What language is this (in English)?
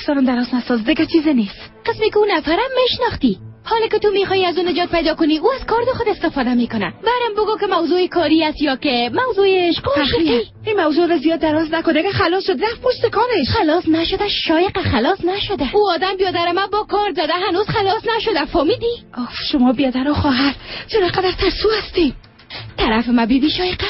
Persian